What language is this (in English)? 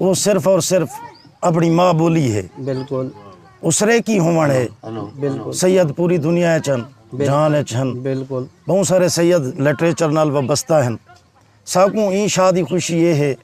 Saraiki